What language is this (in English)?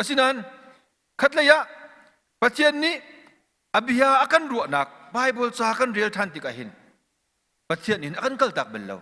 Hakha Chin